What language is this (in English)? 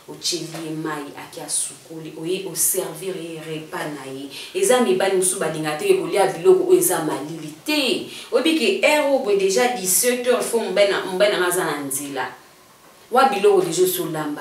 Lingala